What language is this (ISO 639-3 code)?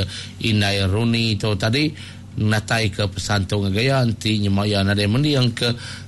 iba